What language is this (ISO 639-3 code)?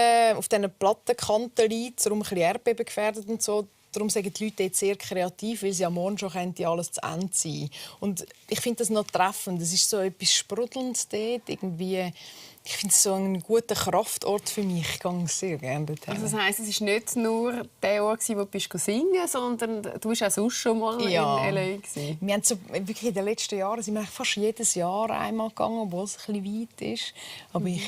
gsw